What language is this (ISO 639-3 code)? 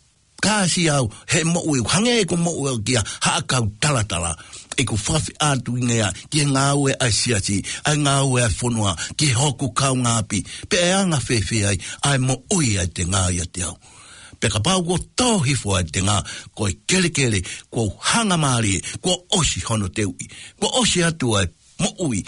ton